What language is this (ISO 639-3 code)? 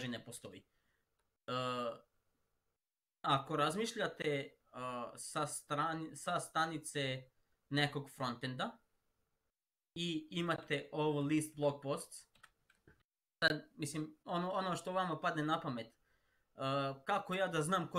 srp